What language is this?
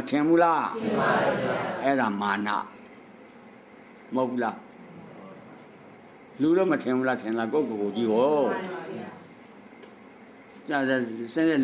Burmese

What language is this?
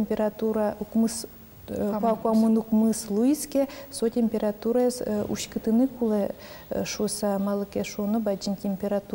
Udmurt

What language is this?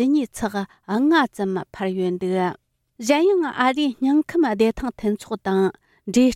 Tibetan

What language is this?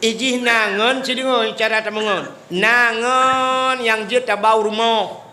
Achinese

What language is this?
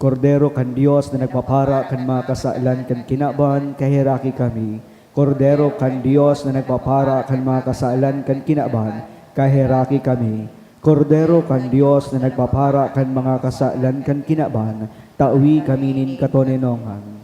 Bikol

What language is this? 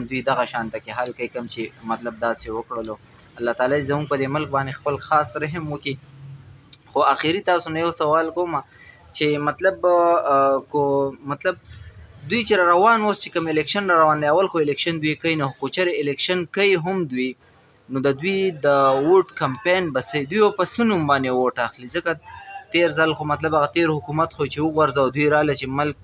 Pashto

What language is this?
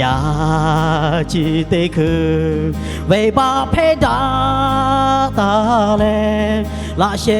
Lahu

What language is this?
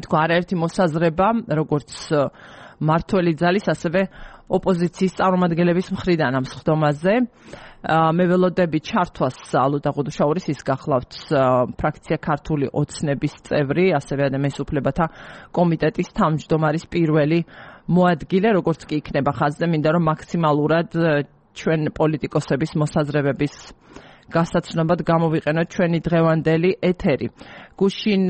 Georgian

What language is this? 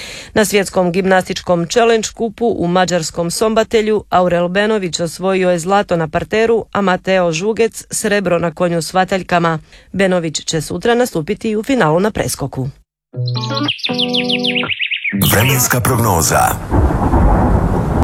Croatian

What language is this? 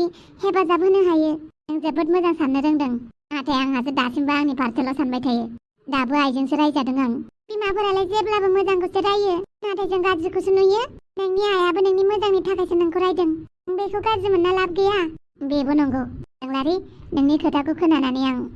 Bodo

